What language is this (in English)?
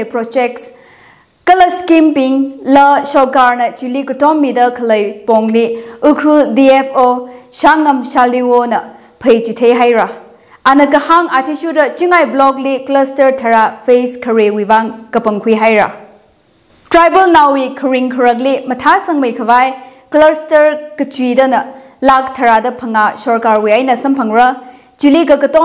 Tangkhul Naga (India)